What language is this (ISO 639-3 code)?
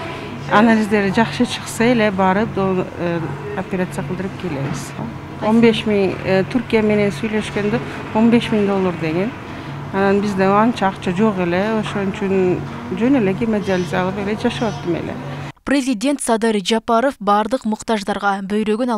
kir